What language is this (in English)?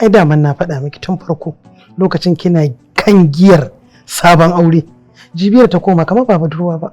Hausa